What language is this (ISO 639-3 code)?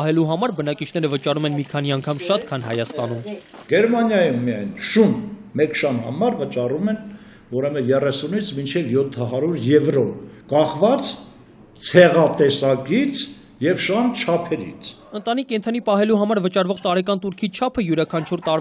hye